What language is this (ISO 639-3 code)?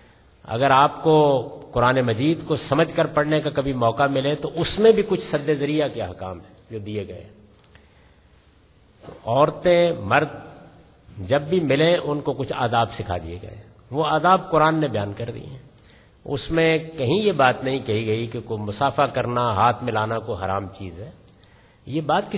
urd